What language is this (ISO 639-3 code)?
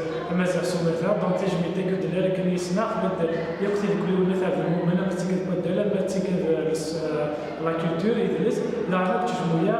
kab